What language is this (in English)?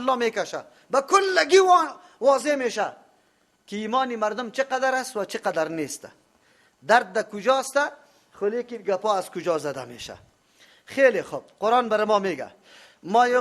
Persian